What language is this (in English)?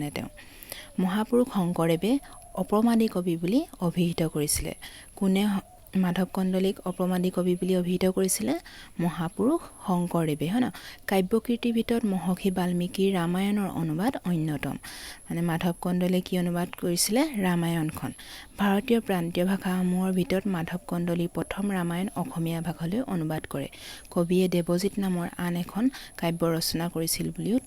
Assamese